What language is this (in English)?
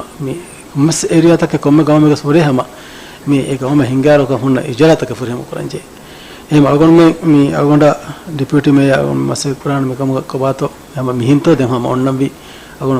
Divehi